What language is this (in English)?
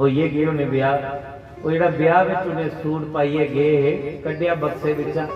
Dogri